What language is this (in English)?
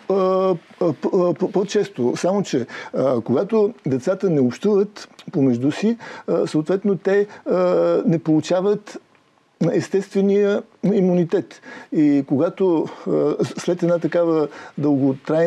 Bulgarian